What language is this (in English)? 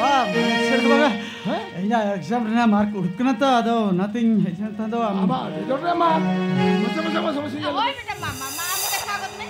Santali